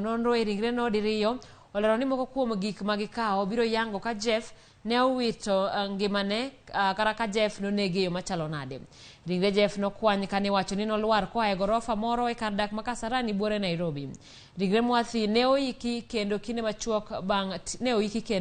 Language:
Luo (Kenya and Tanzania)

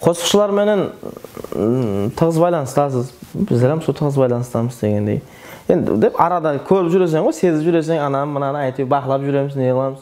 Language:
Kara-Kalpak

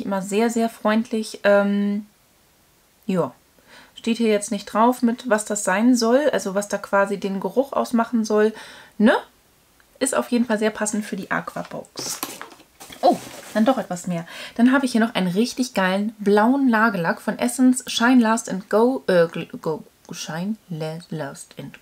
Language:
German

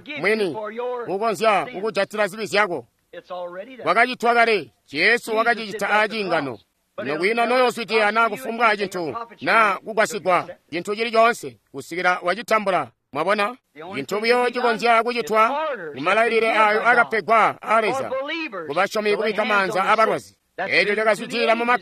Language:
Tonga (Zambia)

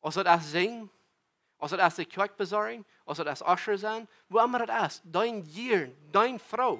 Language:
Plautdietsch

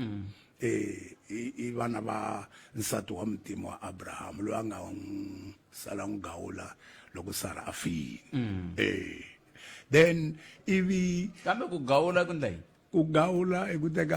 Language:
Tsonga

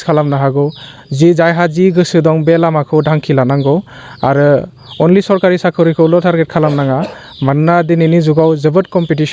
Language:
Bodo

